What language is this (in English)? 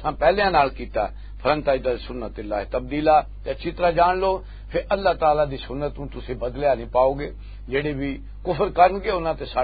Western Panjabi